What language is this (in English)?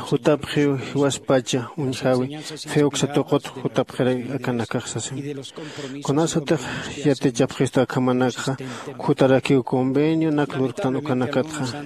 Aymara